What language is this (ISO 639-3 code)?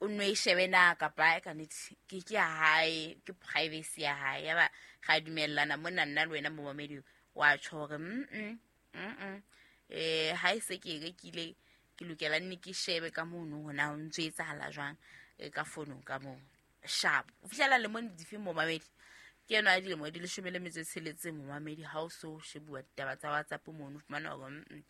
sot